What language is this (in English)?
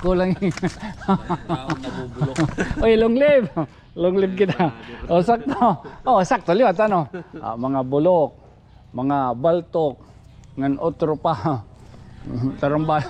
Waray